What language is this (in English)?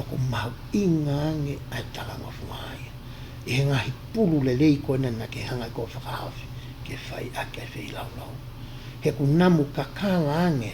Tongan